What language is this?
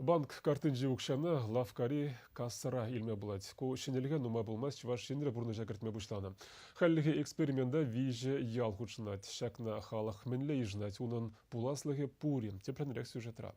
Chuvash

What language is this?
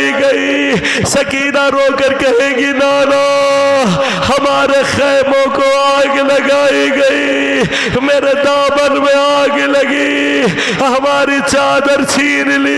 Urdu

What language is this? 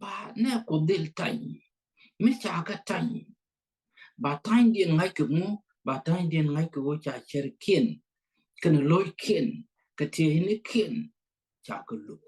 Nuer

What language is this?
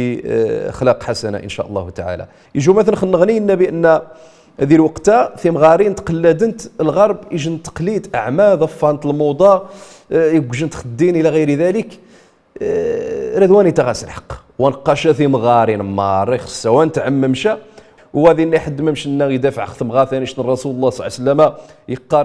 Riffian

